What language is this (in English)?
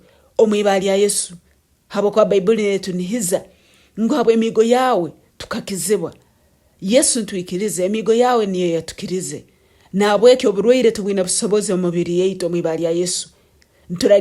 Nyoro